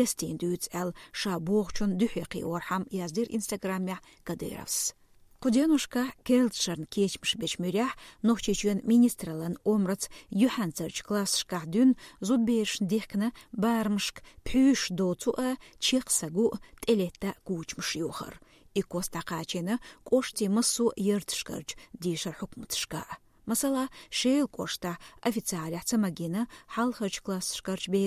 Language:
Chechen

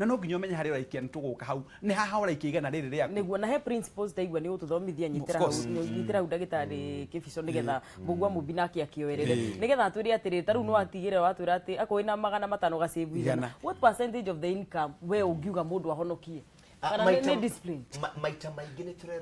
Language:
Kikuyu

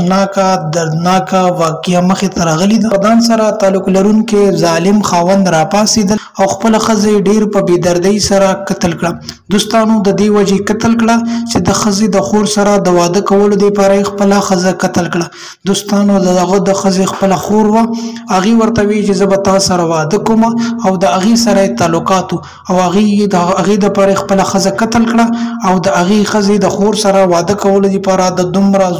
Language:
Pashto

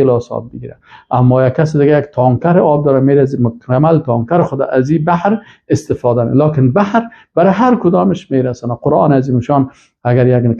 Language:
Persian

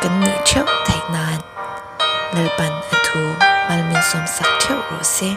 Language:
Mizo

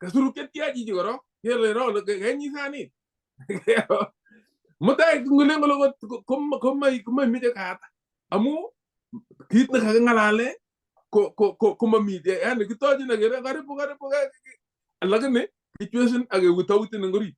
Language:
Kalenjin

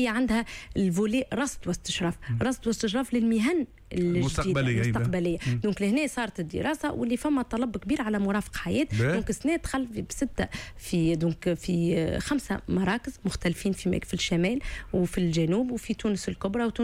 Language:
Tunisian Arabic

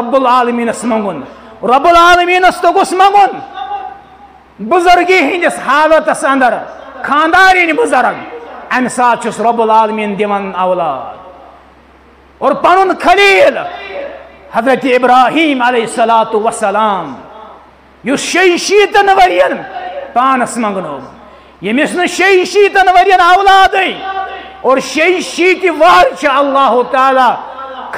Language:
Kashmiri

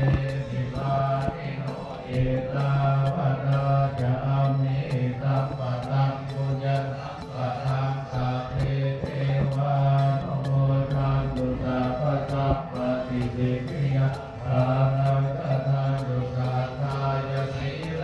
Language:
Pali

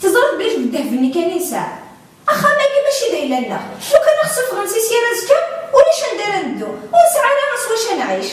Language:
Kabyle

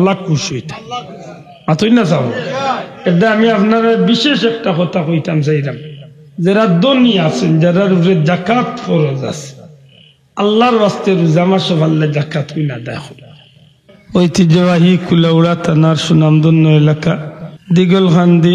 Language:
Sylheti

